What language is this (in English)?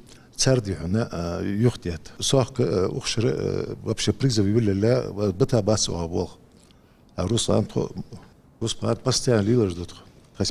Ingush